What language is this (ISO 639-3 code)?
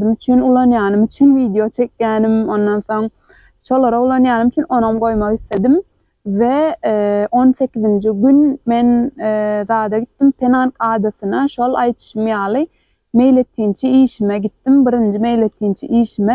tuk